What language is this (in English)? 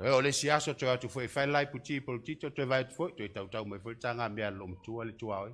Samoan